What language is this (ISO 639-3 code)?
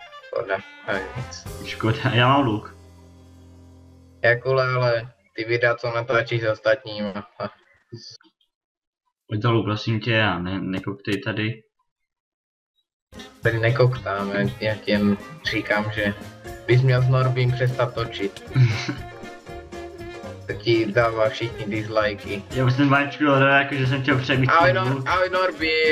ces